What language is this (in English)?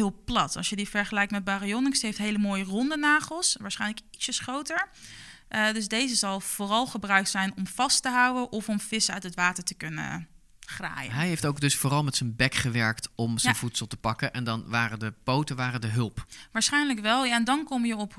Dutch